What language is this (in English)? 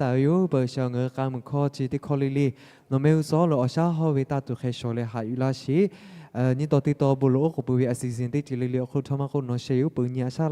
Lahu